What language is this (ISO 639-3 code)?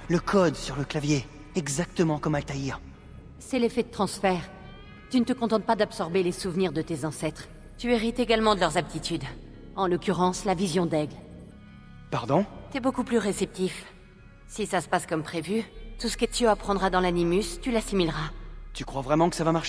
fra